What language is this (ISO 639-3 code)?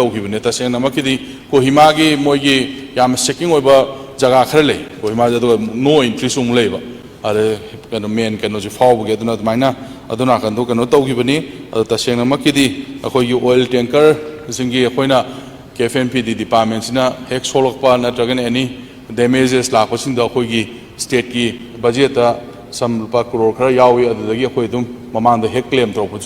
mni